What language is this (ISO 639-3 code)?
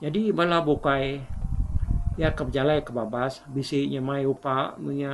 iba